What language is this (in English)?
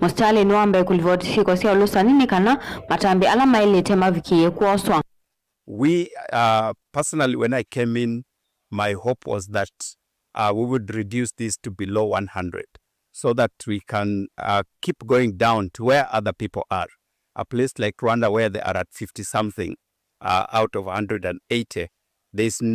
Kamba